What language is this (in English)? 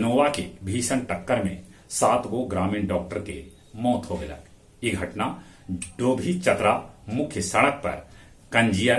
Magahi